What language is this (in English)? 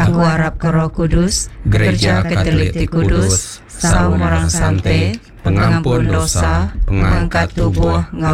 Iban